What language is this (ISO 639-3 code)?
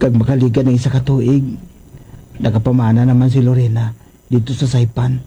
hil